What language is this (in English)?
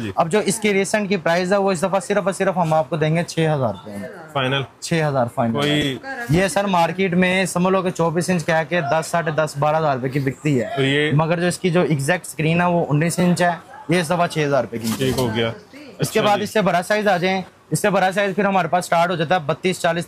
Hindi